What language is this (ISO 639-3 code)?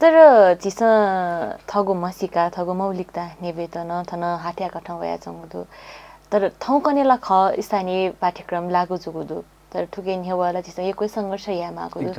new